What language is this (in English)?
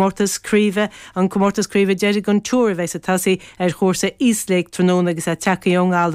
Irish